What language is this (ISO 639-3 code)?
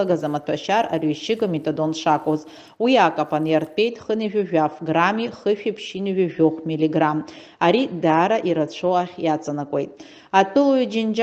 abk